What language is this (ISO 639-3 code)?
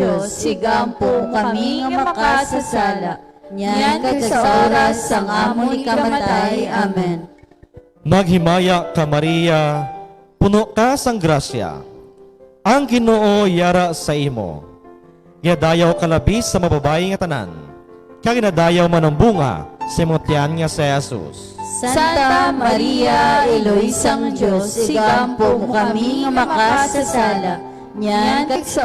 hil